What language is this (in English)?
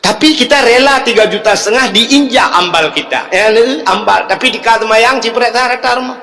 Achinese